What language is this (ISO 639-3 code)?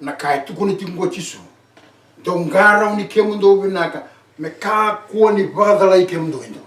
fij